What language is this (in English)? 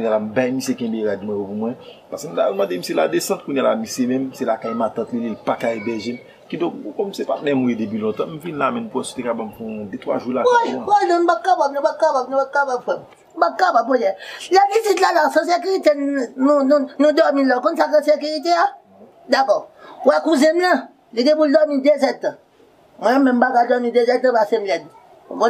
Haitian Creole